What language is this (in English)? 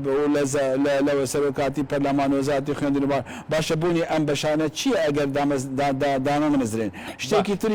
Central Kurdish